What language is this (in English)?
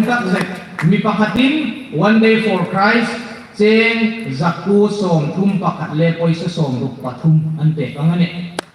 Hmar